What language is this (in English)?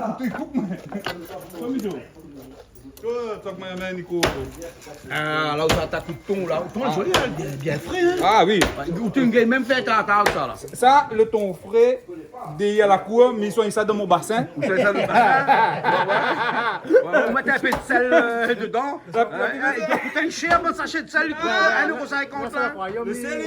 Réunion Creole French